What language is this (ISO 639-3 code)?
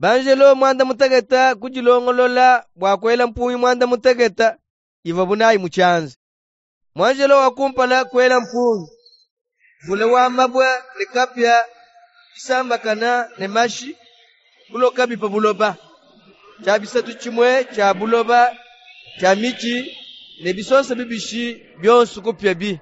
lua